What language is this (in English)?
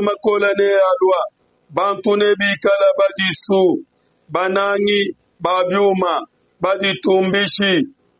Luba-Lulua